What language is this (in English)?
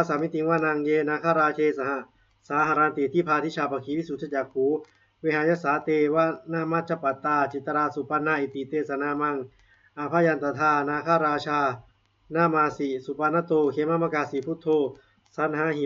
Pali